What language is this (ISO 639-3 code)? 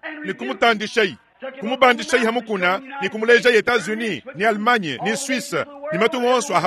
lua